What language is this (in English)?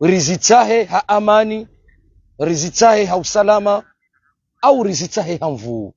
Ngazidja Comorian